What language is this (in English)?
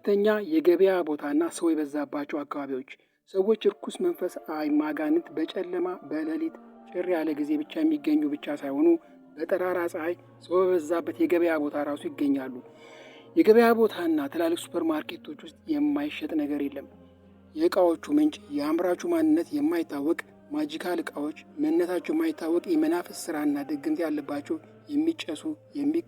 Amharic